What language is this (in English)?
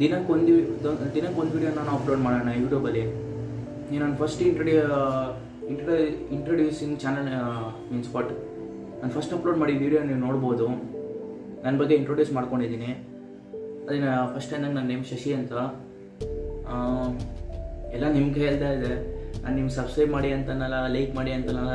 Kannada